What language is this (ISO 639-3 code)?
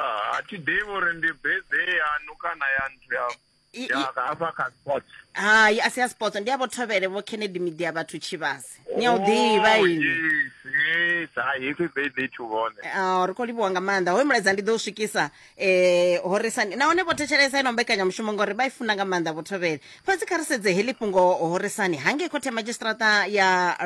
ven